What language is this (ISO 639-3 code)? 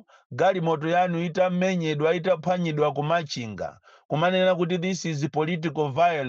nya